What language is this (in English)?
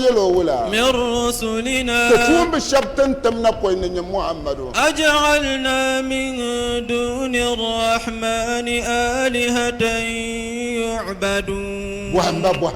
Dagbani